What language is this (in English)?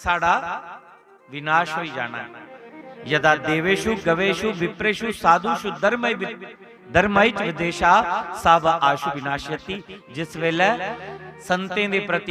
Dogri